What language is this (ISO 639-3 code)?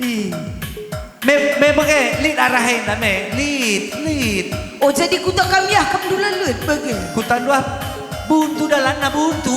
btx